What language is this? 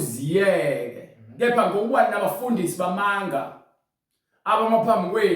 Zulu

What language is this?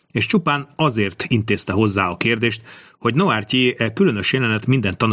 Hungarian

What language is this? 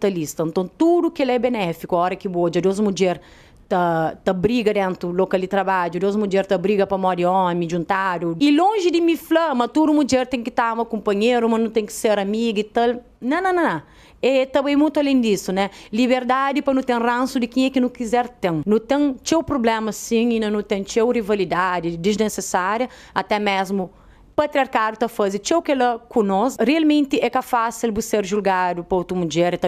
Kabuverdianu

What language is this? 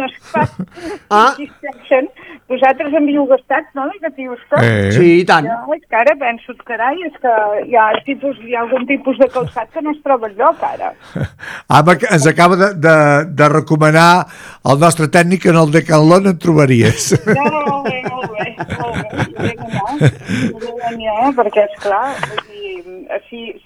Catalan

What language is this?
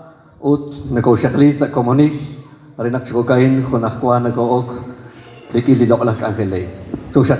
Kekchí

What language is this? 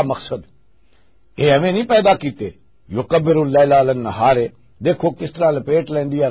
Western Panjabi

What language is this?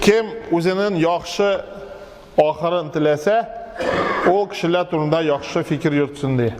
Tatar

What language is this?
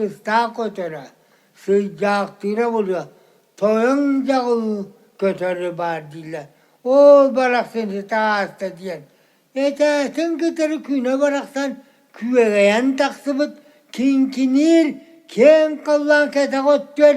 Yakut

